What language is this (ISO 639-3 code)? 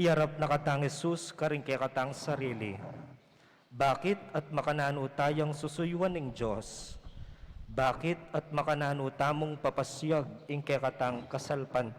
pam